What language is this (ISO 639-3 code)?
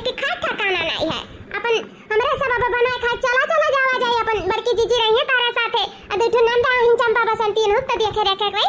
awa